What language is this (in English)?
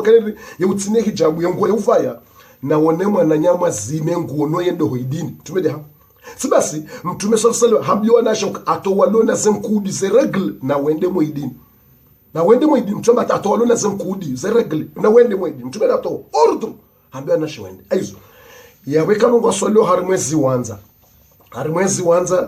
Ngazidja Comorian